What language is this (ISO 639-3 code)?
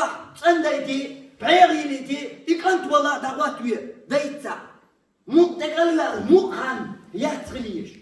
che